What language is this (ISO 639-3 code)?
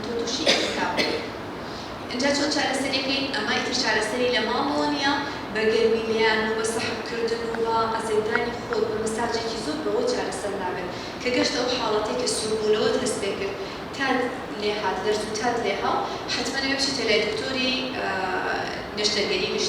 ckb